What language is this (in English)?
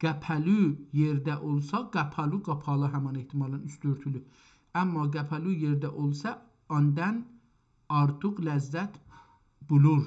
South Azerbaijani